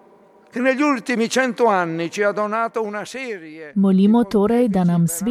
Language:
Slovenian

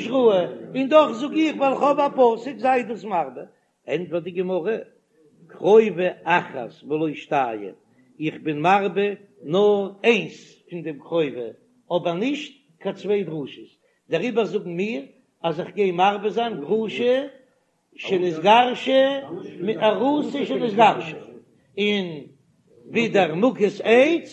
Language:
Yiddish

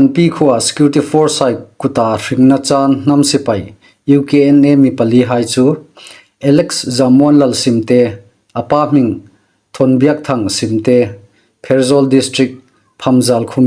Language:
Hmar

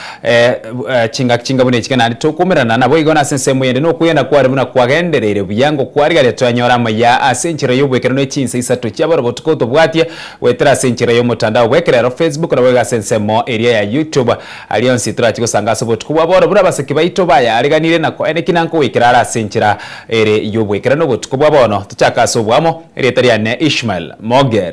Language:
Gusii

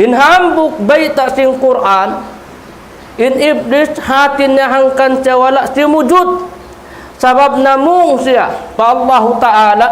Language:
Tausug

